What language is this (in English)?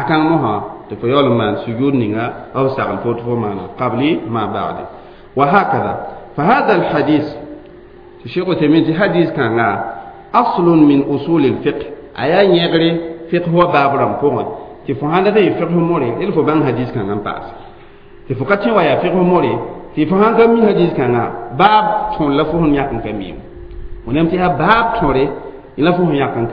Mossi